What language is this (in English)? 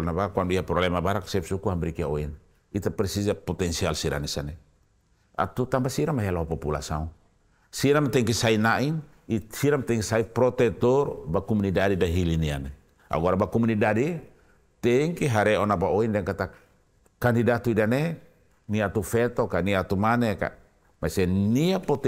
Tetum